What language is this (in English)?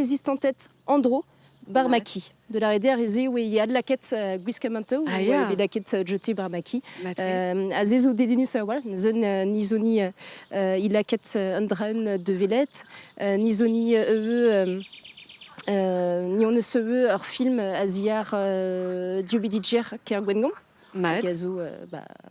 Breton